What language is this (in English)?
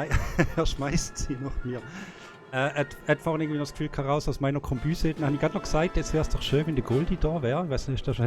Swiss German